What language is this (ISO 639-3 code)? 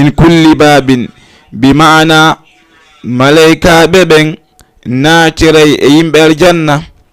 ful